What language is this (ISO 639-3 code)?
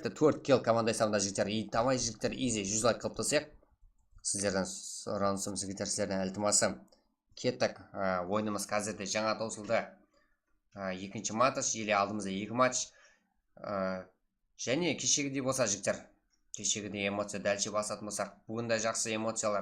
kaa